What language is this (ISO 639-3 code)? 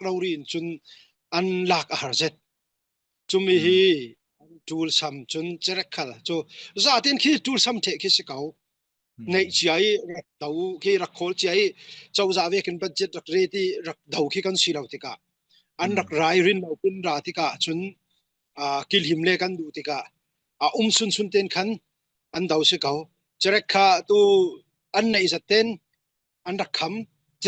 cfm